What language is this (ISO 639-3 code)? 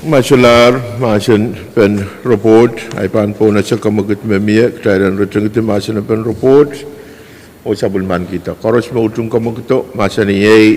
pon